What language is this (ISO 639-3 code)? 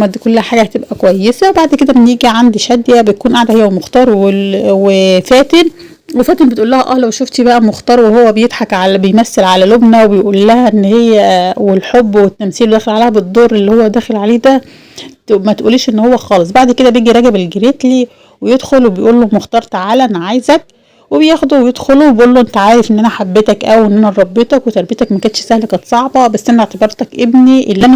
arz